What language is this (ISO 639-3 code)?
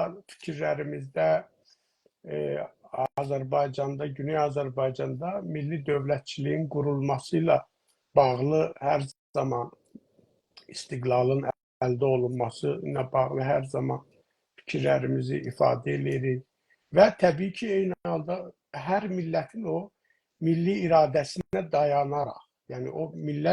azb